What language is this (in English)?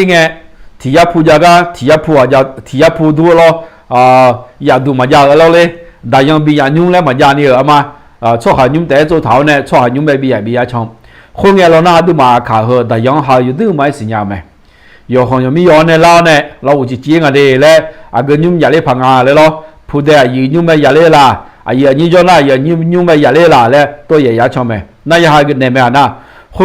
Akha